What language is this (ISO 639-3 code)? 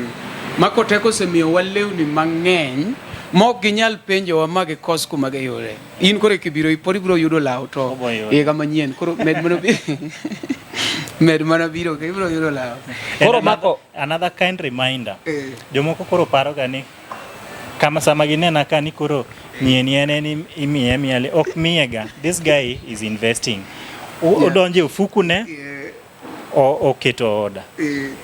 luo